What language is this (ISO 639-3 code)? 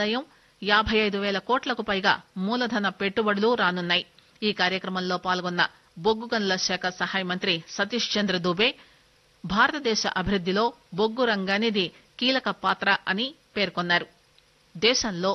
tel